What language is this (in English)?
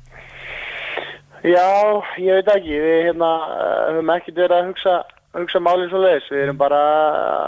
Icelandic